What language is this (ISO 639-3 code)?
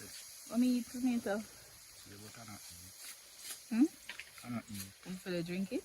jam